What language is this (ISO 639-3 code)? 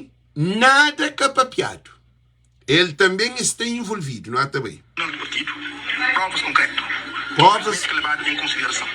kea